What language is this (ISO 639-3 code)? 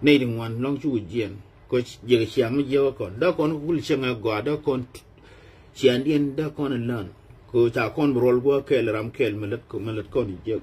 nus